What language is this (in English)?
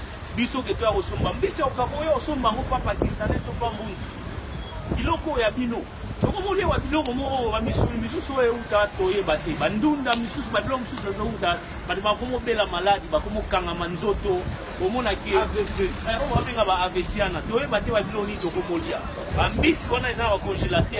Lingala